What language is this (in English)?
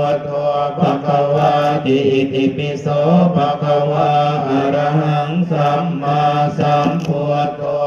Pali